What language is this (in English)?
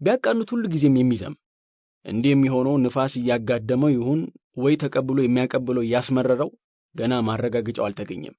Amharic